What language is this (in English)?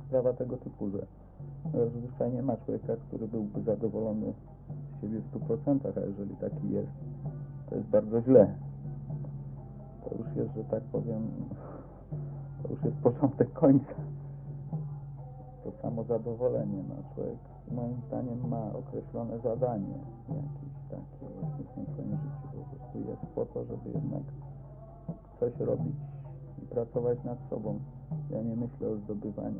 Polish